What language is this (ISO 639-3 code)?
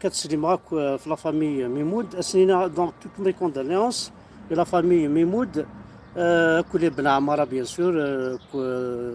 kab